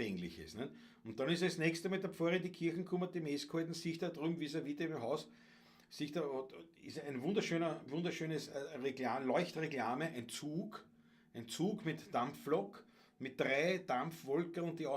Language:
Bavarian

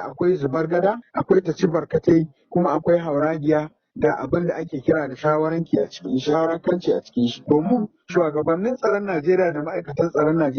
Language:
Hausa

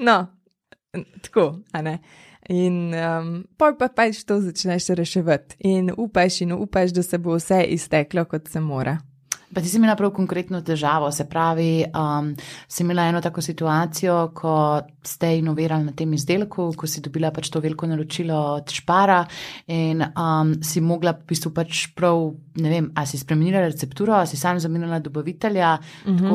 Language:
Slovenian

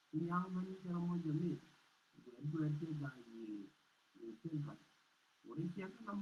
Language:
Nuer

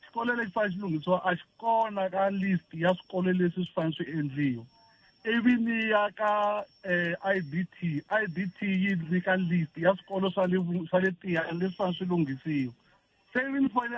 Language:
Tsonga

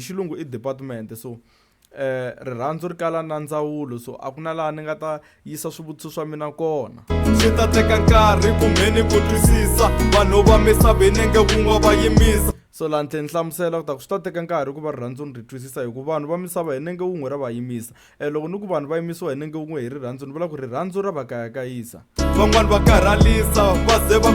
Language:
Tsonga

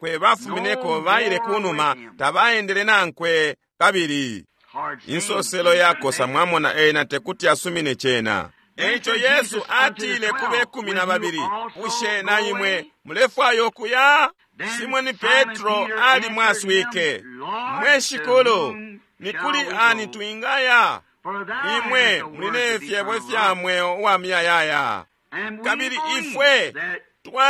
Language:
Bemba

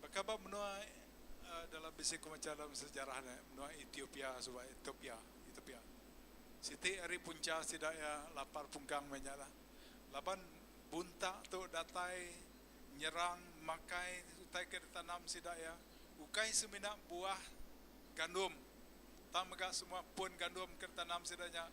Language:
Iban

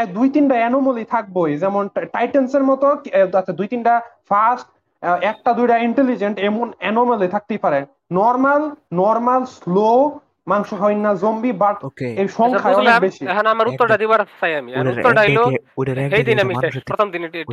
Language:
Bangla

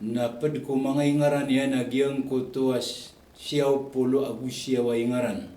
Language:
Maranao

